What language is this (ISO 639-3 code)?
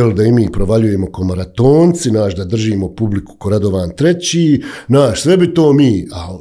bos